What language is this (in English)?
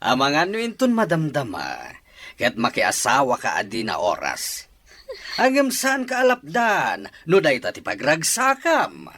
Iloko